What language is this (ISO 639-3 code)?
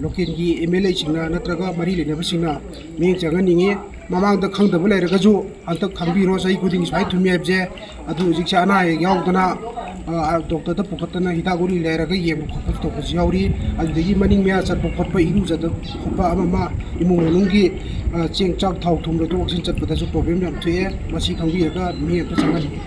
mni